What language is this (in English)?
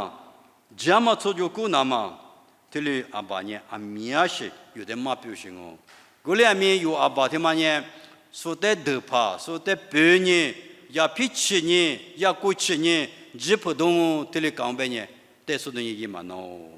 Lisu